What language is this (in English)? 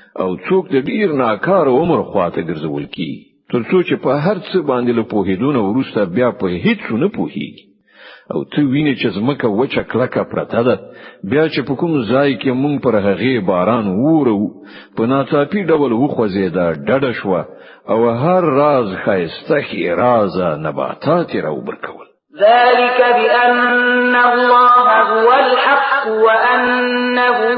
Pashto